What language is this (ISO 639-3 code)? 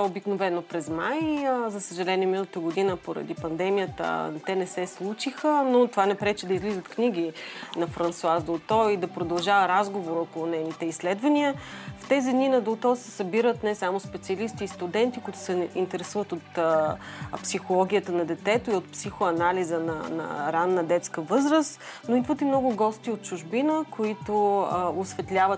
bul